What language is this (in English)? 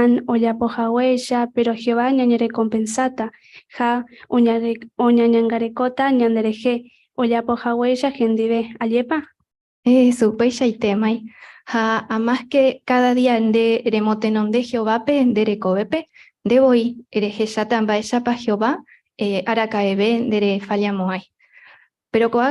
Guarani